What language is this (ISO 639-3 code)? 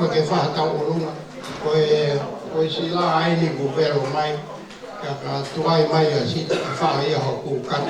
ton